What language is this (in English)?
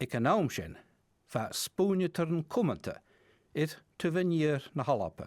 Scottish Gaelic